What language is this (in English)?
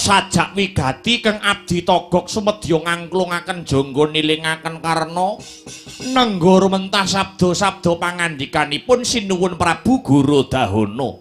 Javanese